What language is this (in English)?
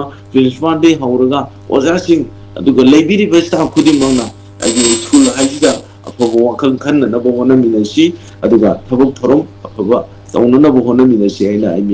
Manipuri